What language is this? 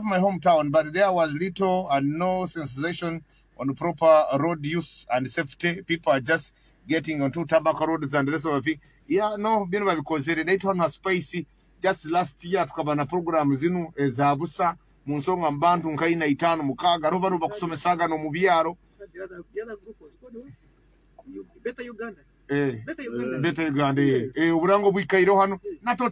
Nyoro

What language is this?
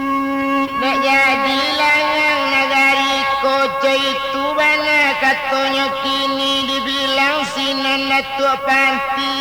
Minangkabau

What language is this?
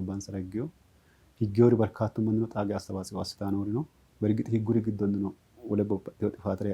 Sidamo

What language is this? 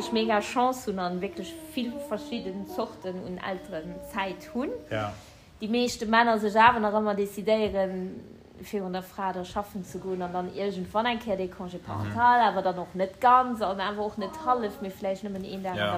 Luxembourgish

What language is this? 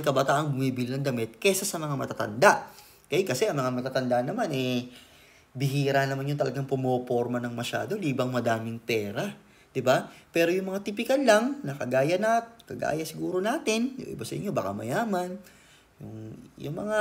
Filipino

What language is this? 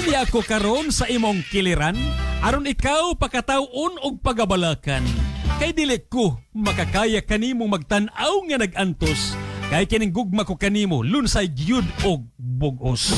Cebuano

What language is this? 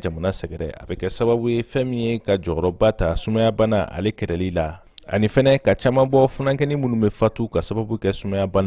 Bambara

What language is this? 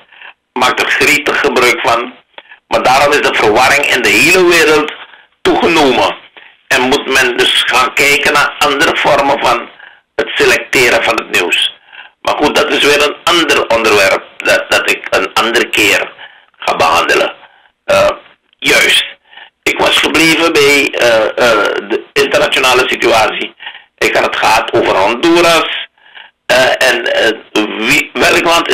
Dutch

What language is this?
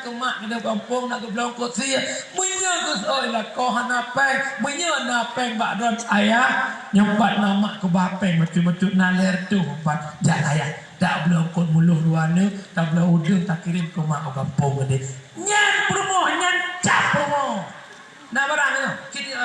Achinese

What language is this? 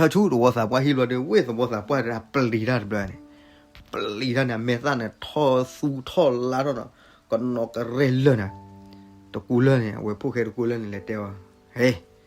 S'gaw Karen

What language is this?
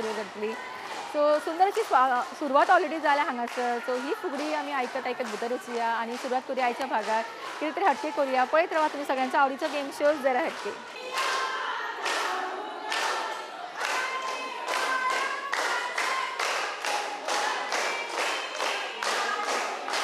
Konkani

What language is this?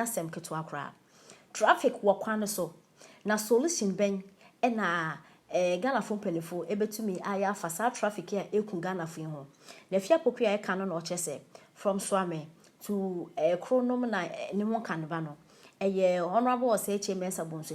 Akan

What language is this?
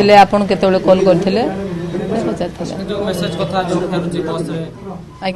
Odia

